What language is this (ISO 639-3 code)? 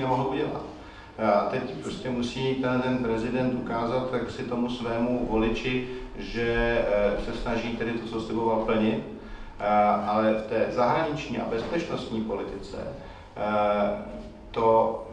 ces